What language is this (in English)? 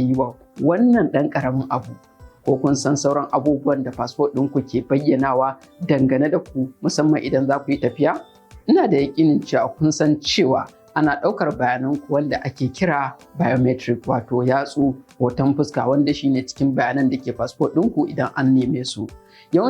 Hausa